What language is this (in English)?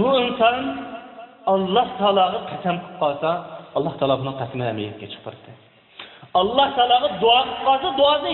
Uyghur